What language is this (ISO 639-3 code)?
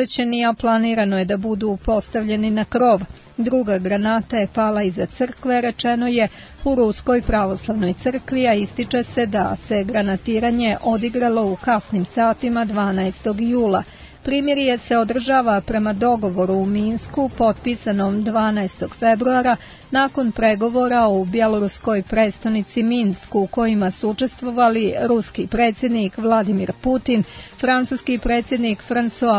srp